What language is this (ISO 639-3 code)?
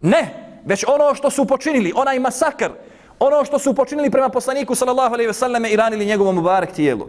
bos